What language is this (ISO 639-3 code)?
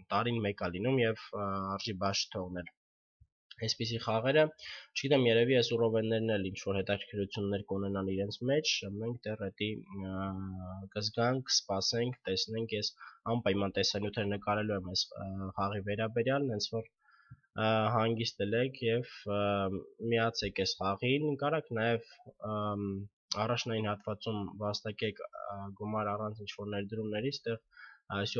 hye